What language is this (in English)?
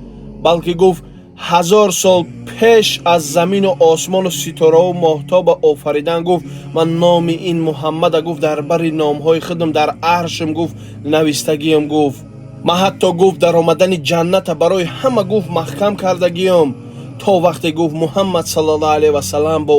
Tajik